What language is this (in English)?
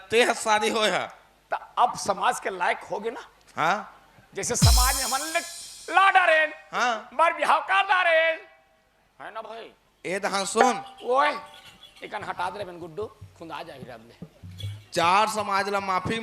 Chhattisgarhi